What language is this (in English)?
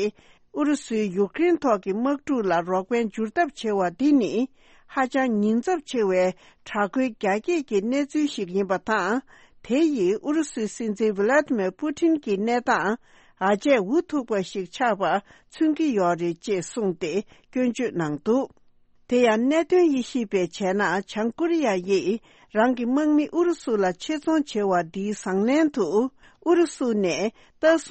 Tibetan